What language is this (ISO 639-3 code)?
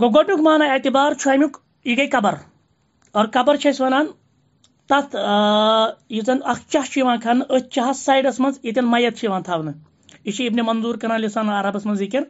kas